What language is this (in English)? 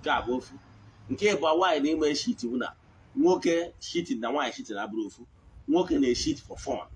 Igbo